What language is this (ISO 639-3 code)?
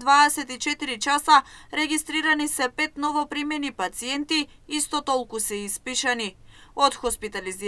mkd